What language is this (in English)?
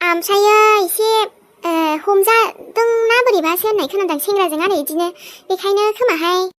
Bodo